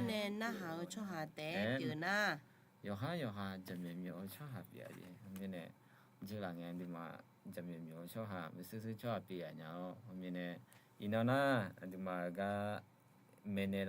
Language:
Akha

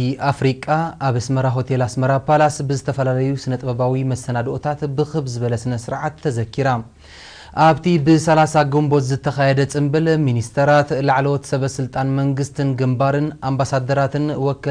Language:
Tigrinya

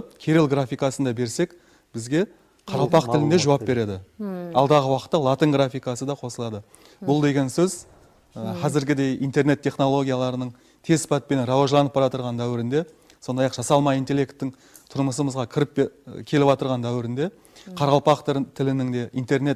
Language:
Kara-Kalpak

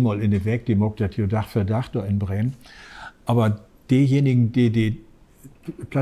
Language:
Low German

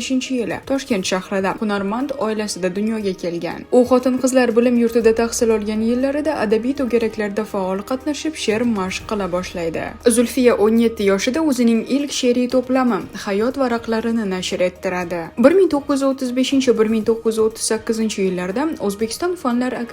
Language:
Uzbek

